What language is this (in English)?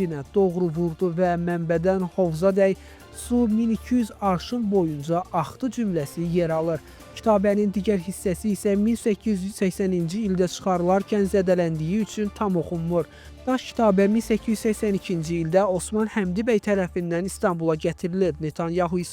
Azerbaijani